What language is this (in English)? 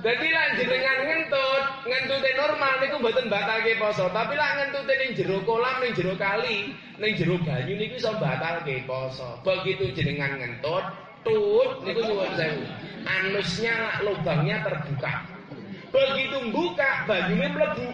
Javanese